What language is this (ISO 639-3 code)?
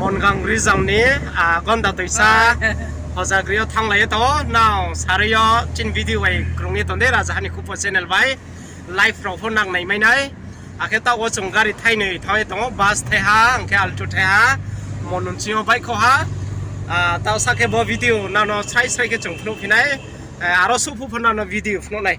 ria